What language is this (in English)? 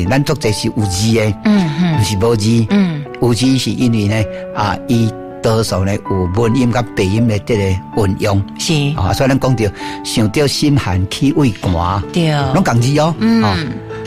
Min Nan Chinese